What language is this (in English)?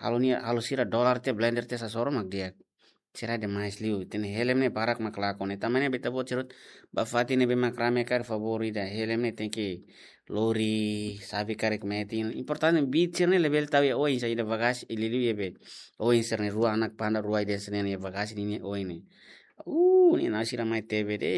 Tetum